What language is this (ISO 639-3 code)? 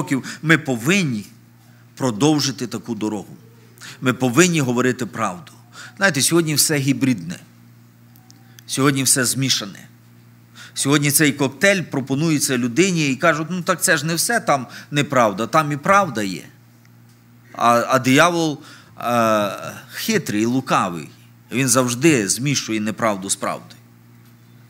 ukr